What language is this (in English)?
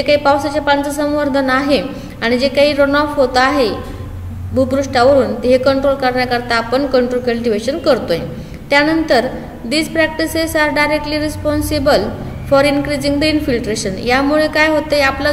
Marathi